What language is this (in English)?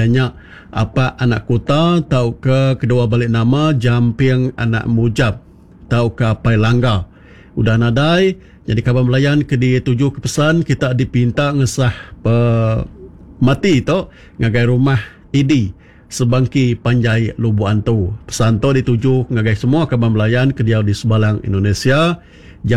Iban